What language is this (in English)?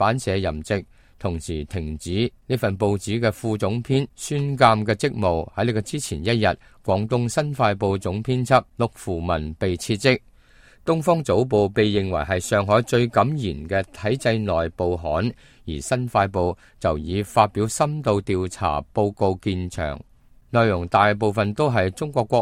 Cantonese